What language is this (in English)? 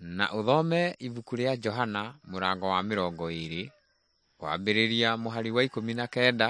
Kikuyu